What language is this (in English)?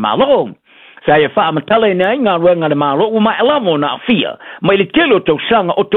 Samoan